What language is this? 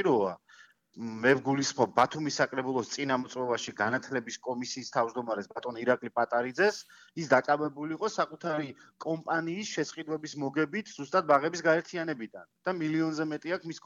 Georgian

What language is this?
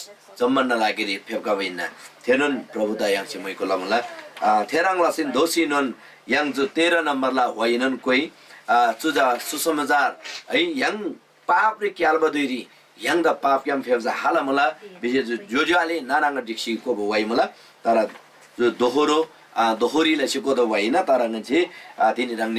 Eastern Tamang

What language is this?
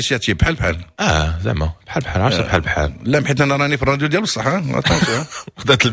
Moroccan Arabic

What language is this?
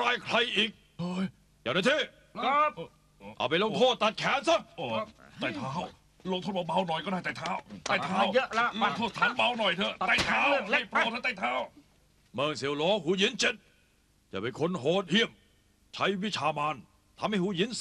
Thai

